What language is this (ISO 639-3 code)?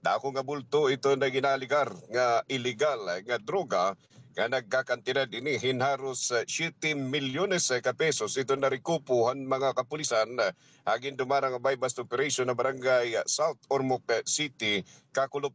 war